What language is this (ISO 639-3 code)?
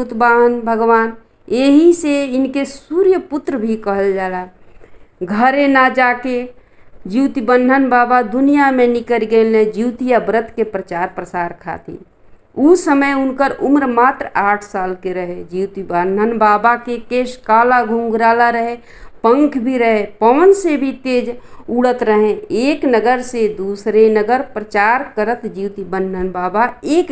bho